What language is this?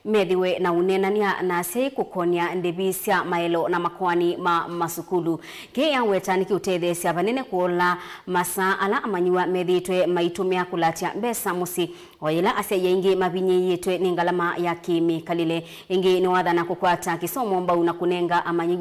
Kamba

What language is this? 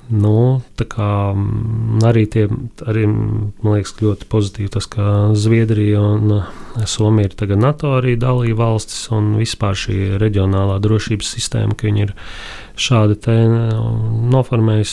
Latvian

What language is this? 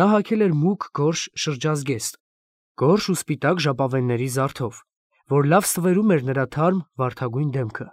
Armenian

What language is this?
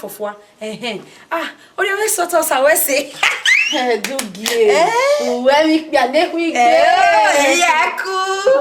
Bini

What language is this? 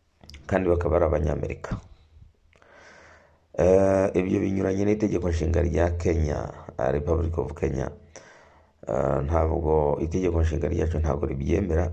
Kinyarwanda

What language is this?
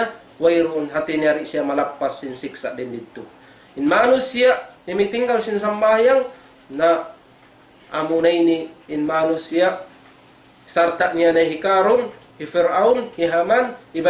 Tausug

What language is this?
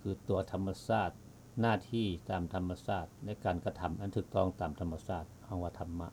Lao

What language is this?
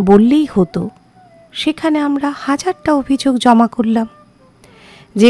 Bangla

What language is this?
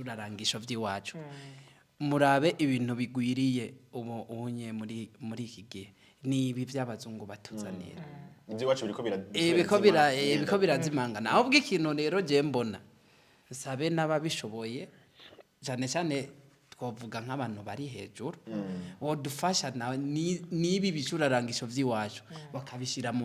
Rundi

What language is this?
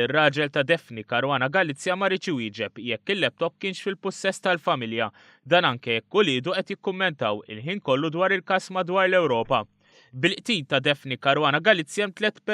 Maltese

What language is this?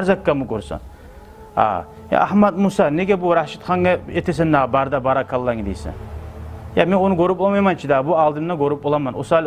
Kumyk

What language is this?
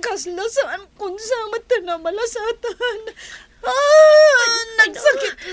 Iloko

